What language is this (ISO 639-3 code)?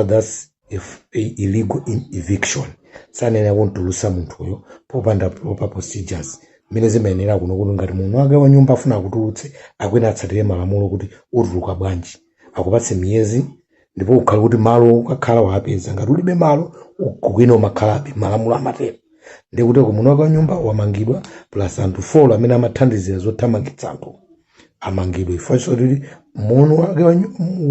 nya